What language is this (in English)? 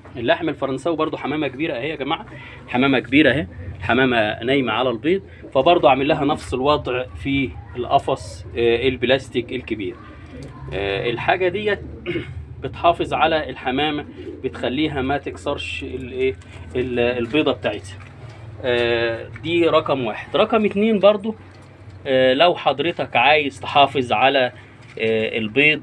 Egyptian Arabic